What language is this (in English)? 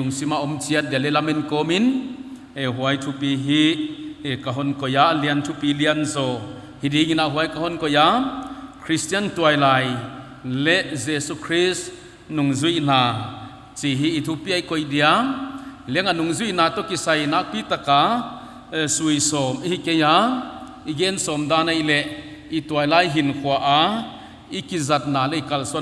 Paite Chin